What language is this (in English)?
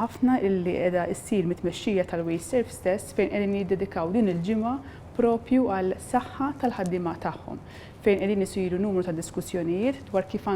Maltese